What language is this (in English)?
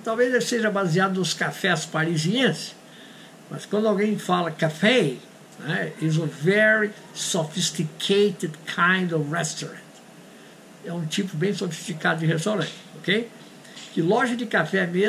Portuguese